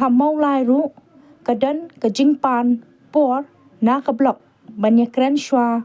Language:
Khasi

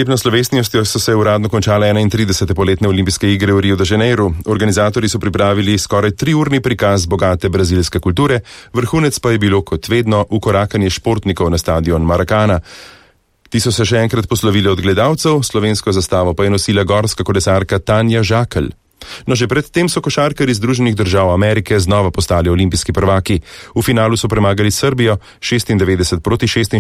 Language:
Slovenian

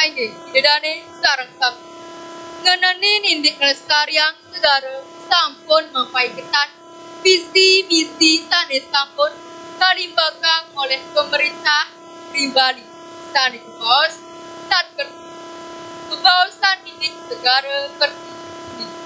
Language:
Balinese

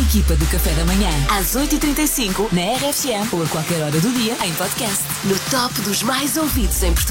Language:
Portuguese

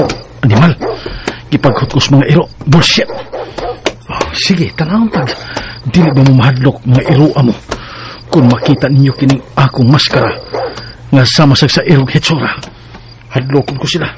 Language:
Cebuano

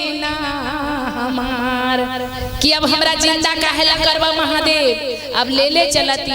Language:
Magahi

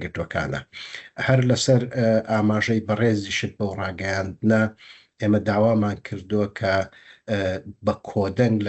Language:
Central Kurdish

